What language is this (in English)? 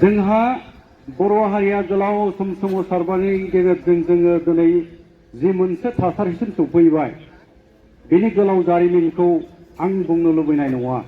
Bodo